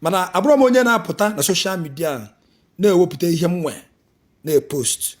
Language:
Igbo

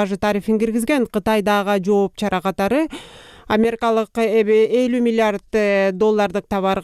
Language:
Kyrgyz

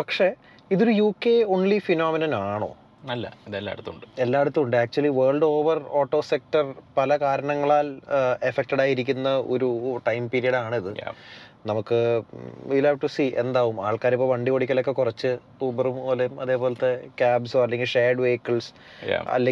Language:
Malayalam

